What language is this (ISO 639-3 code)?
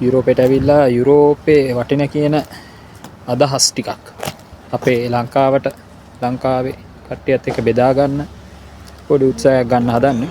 sin